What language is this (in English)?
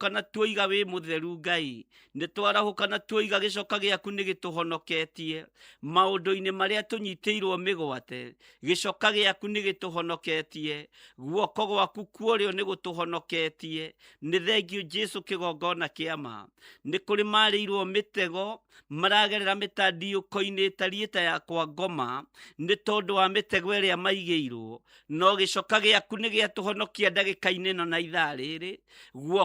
Kikuyu